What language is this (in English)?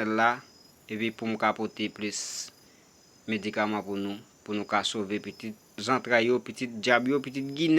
Haitian Creole